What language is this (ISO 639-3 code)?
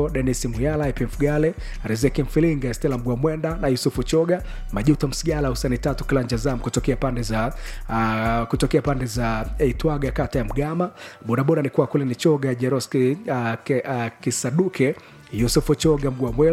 swa